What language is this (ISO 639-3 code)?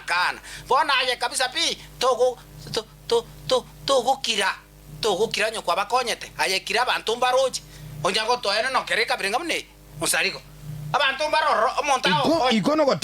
guz